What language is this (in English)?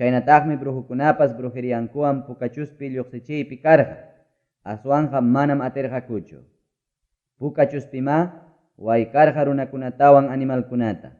Ayacucho Quechua